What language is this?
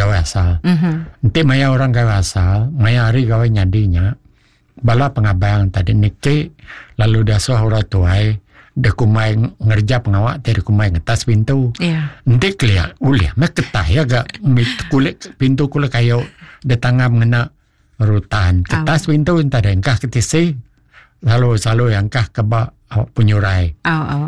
Iban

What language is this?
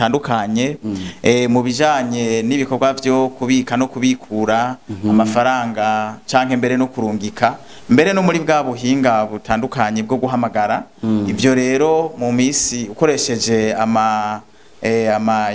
Rundi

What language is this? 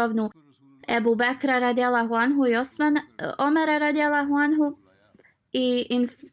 Bosnian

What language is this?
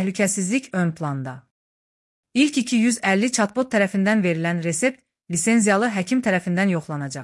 Azerbaijani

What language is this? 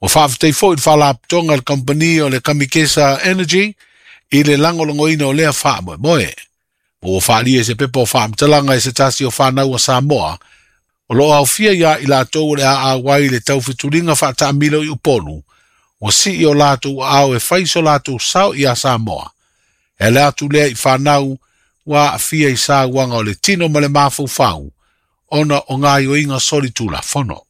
Samoan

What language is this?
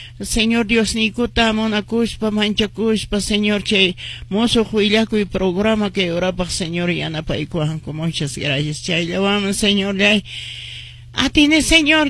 Quechua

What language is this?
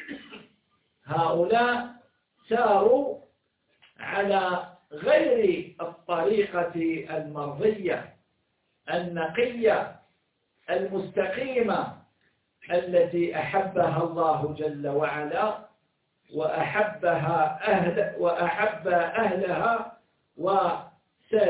Arabic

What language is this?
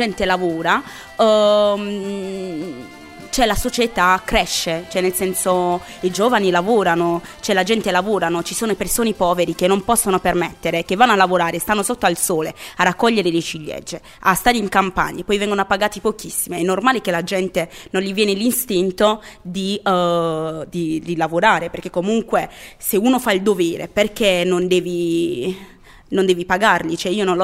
Italian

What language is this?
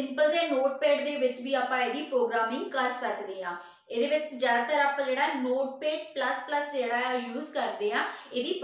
Punjabi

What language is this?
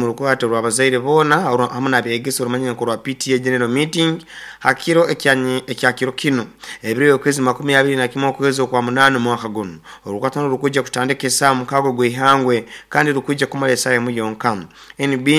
Nyoro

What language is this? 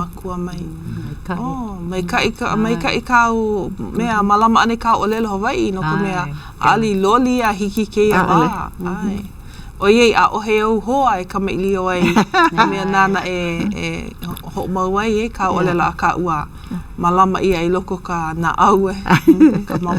Hawaiian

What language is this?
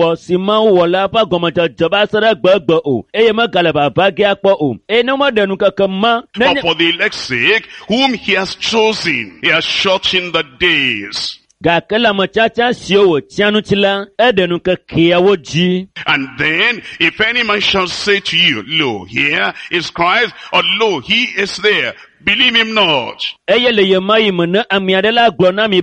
Ewe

